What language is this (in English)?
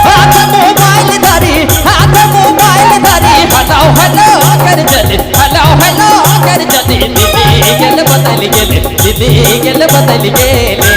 Sadri